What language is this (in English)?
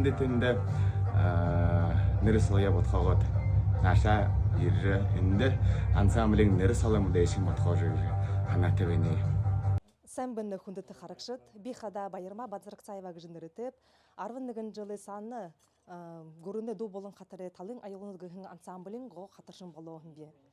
Buriat